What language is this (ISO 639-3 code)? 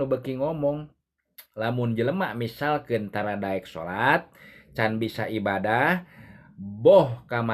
sun